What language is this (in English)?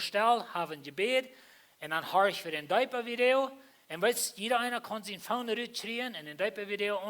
Plautdietsch